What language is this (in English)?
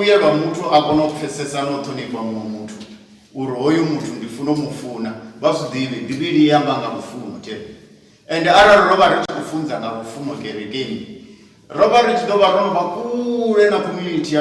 Venda